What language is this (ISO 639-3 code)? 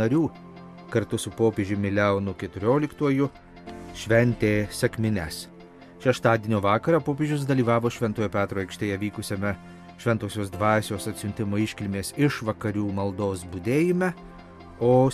lit